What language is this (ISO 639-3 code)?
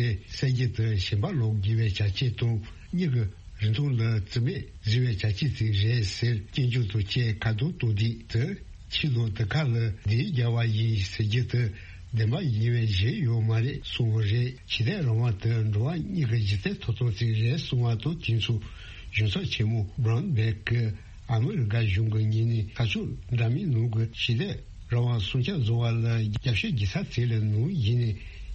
bod